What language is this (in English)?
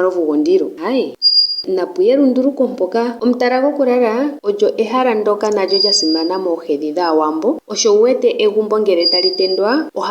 Ndonga